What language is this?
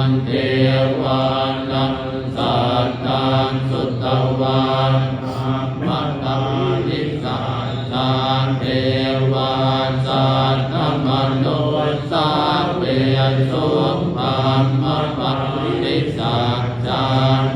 Pali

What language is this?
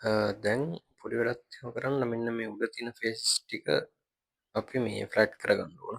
Sinhala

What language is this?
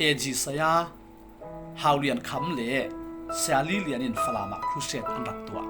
Falam Chin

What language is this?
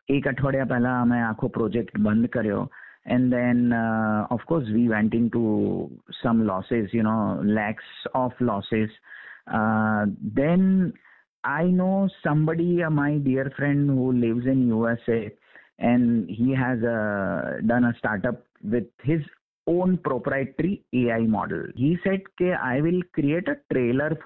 Gujarati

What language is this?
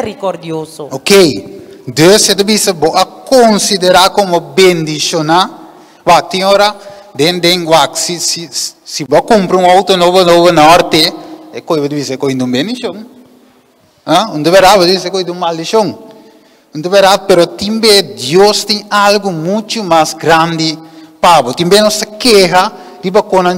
Papiamento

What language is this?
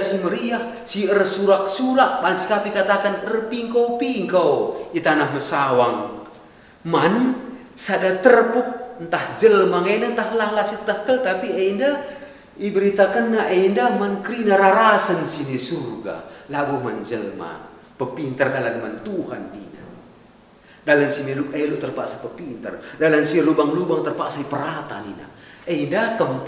Batak Karo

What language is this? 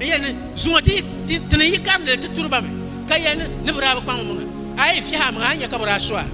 Dagbani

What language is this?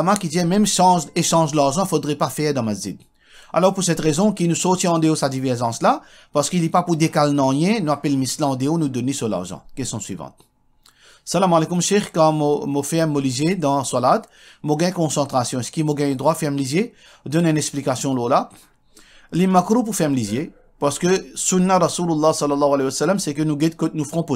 Morisyen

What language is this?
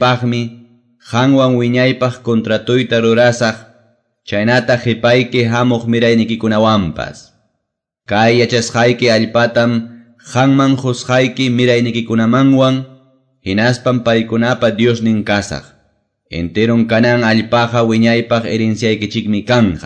Quechua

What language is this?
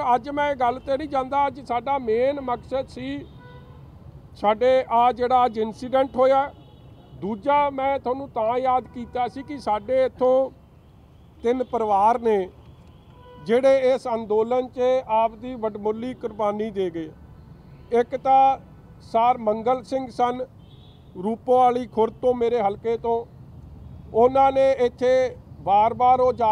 Punjabi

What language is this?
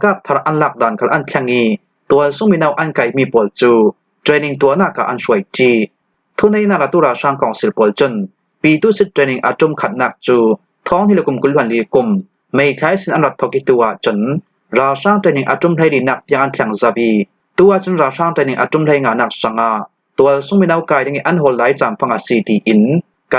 Falam Chin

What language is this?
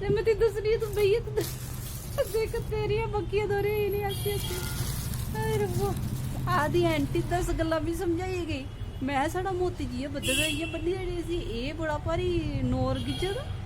Dogri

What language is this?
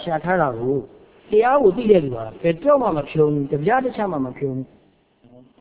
Burmese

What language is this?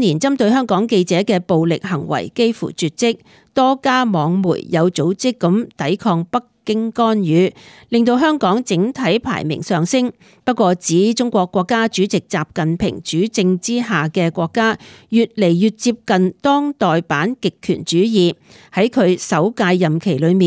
Cantonese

